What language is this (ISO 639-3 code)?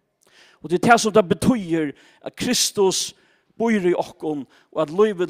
fao